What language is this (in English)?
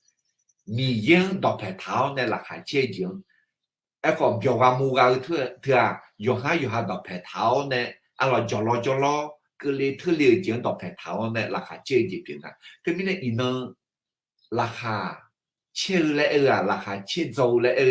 Akha